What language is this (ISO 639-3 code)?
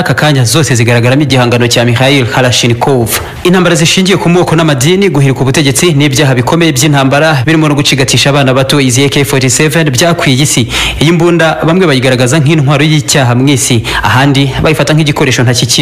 kin